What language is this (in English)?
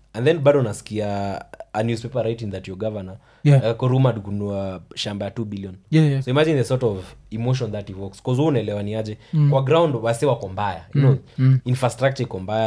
Swahili